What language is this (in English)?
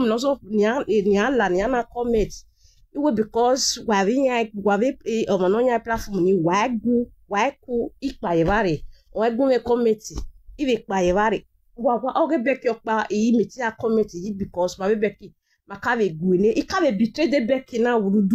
Nigerian Pidgin